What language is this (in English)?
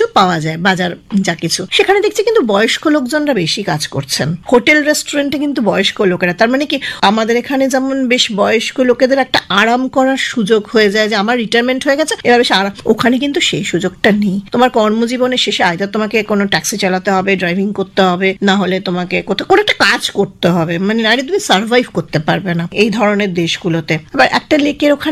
Bangla